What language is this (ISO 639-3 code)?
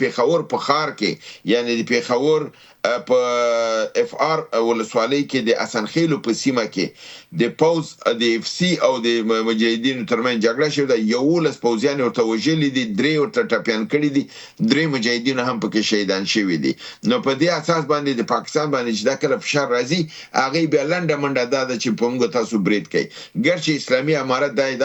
pus